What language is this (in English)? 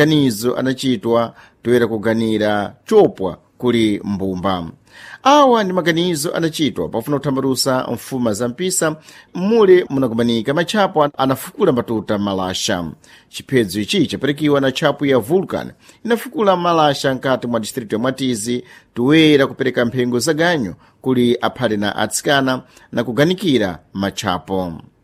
Sena